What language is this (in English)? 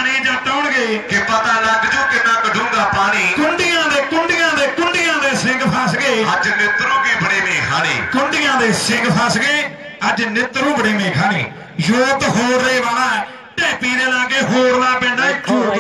Punjabi